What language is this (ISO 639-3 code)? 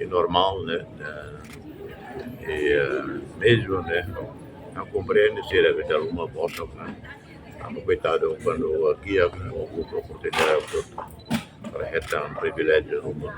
tet